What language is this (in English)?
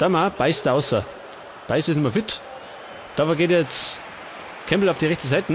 Bavarian